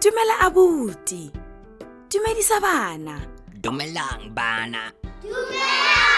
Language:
Tswana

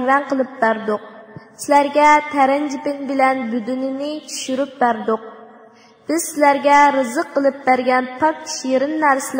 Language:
Uyghur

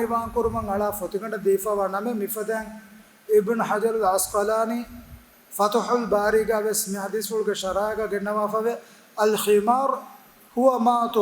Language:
Divehi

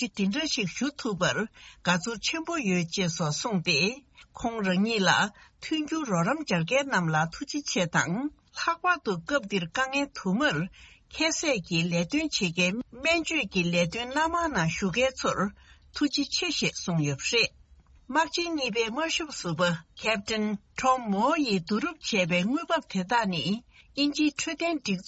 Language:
Tibetan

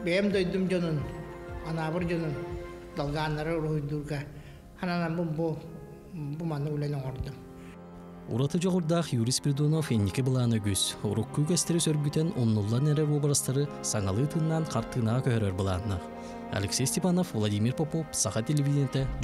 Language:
Yakut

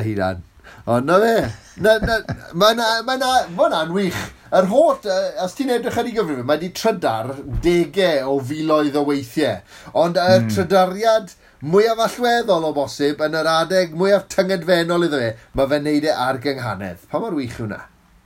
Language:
Welsh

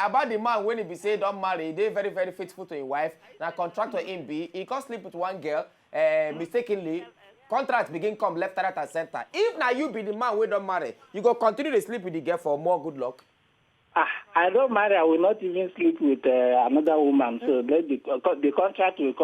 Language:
Nigerian Pidgin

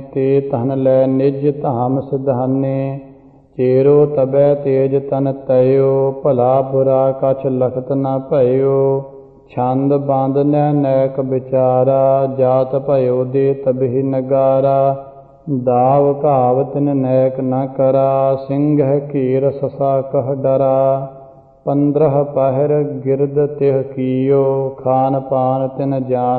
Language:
Punjabi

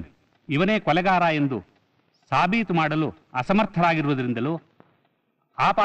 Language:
Kannada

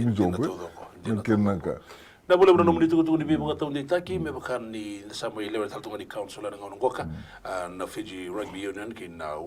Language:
Fijian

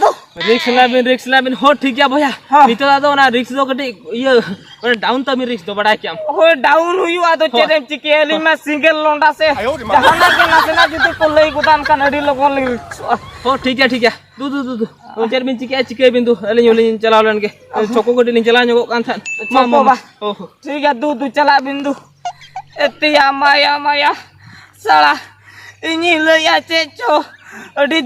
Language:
Santali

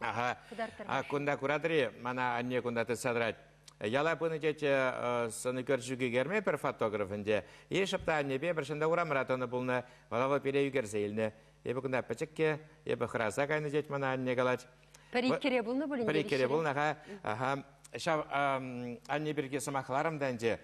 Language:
Chuvash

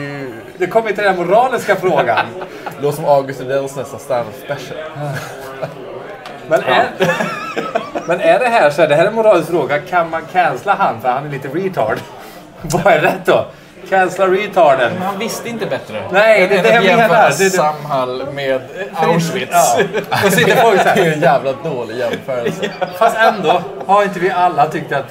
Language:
Swedish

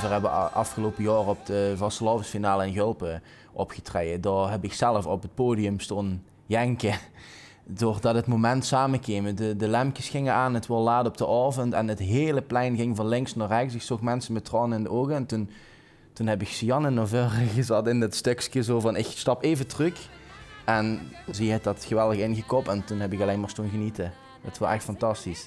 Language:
Limburgish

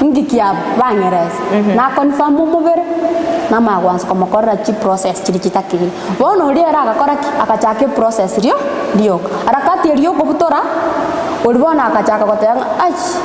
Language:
Gusii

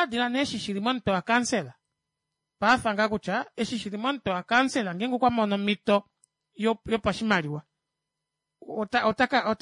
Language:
Kuanyama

